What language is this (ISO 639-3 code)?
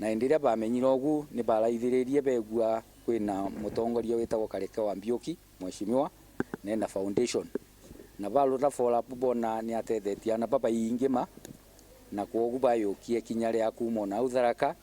mer